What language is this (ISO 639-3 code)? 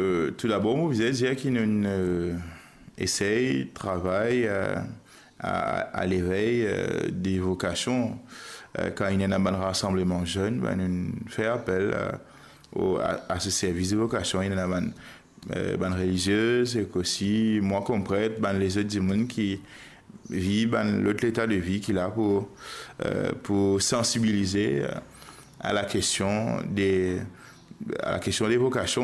mfe